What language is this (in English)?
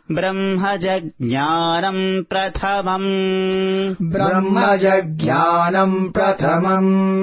Sanskrit